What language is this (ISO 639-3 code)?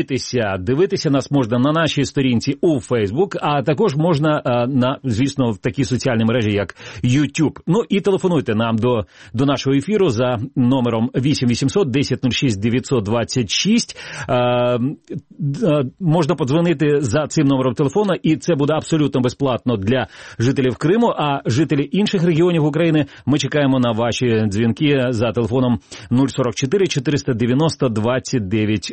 ukr